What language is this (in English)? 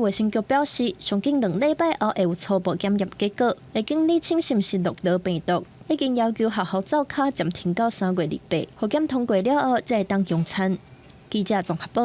Min Nan Chinese